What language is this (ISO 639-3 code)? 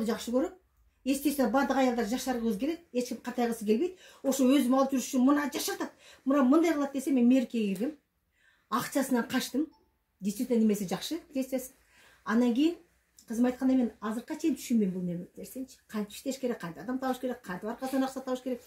kir